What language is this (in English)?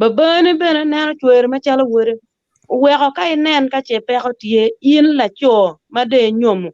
Acoli